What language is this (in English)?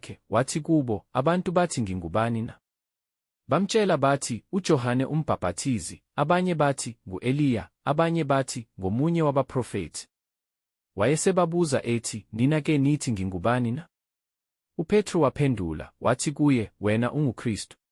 Zulu